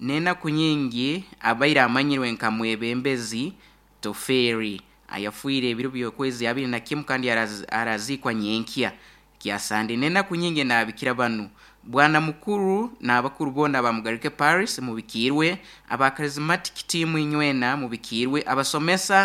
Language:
Nyoro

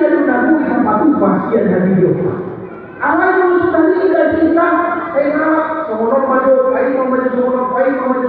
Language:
Batak Toba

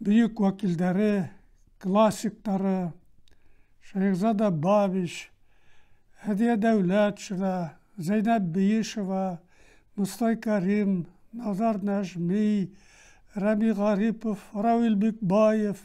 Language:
Bashkir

